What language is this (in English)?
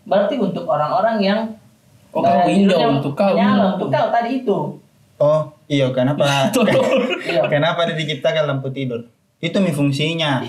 Makassar Malay